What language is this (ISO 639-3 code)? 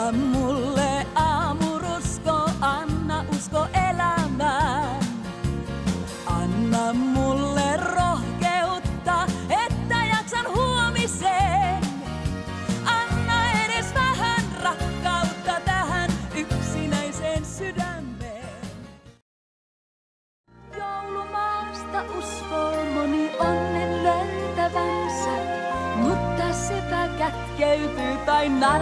fin